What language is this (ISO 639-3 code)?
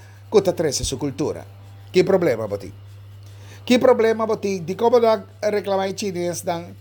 pap